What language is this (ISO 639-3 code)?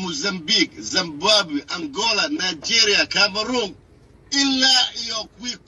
som